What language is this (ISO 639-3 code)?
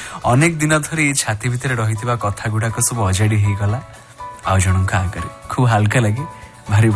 ori